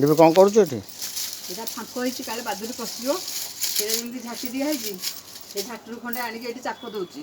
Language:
Odia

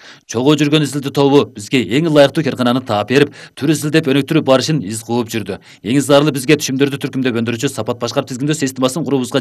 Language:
Kyrgyz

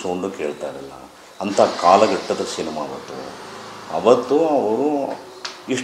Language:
Kannada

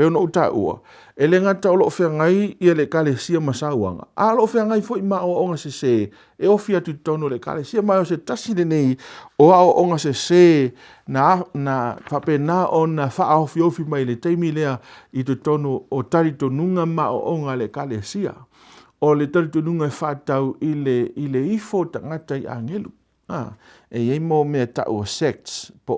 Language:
Samoan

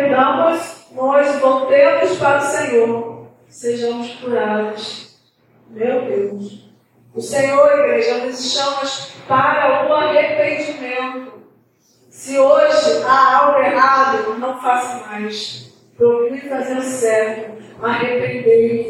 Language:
Portuguese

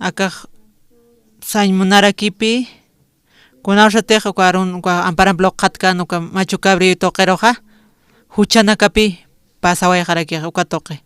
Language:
Aymara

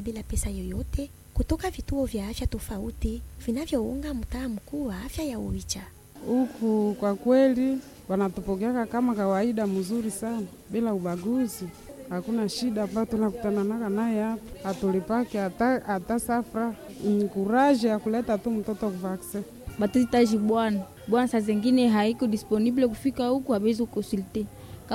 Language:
Swahili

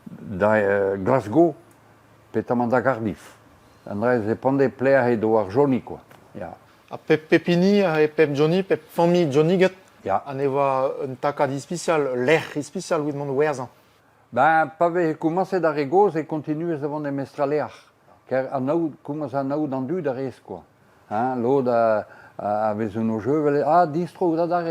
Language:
Breton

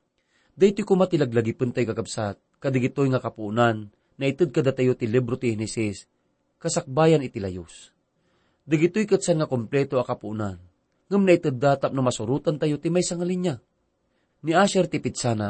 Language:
Iloko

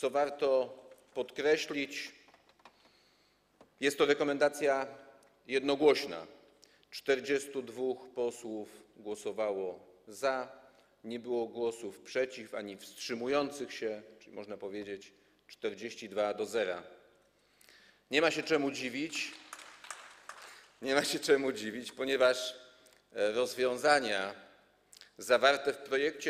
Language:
Polish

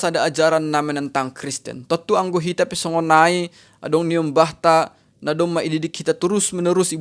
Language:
Batak Simalungun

